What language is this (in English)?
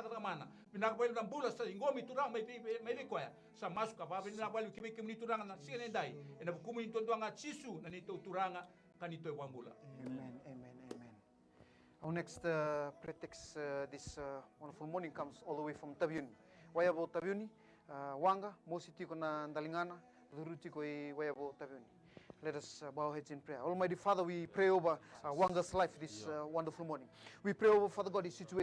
Fijian